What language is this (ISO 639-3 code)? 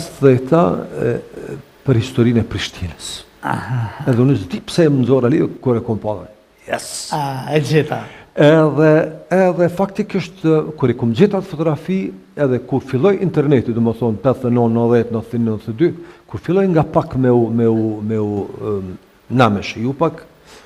sqi